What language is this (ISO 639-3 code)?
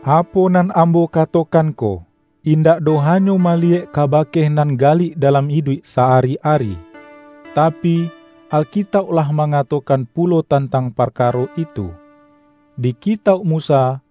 min